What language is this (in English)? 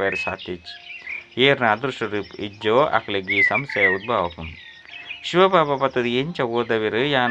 Tulu